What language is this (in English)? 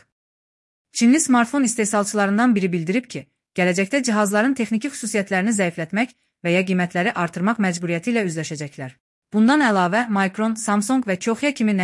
Azerbaijani